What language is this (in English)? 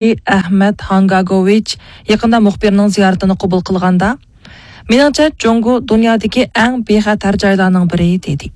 Uyghur